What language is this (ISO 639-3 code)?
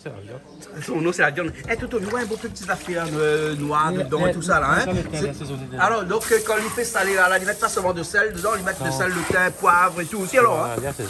rcf